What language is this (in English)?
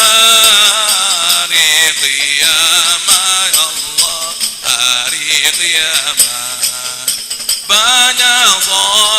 Betawi